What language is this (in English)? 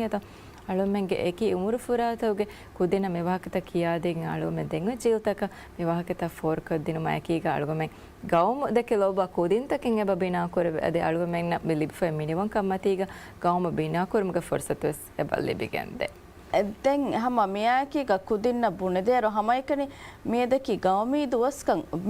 Divehi